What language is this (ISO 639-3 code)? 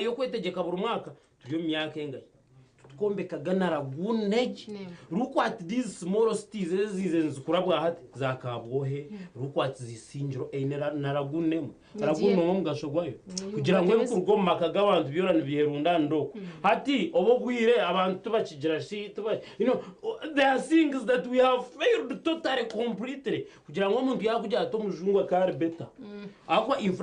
nyn